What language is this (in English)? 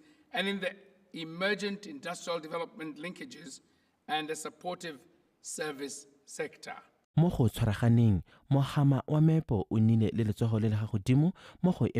Tswana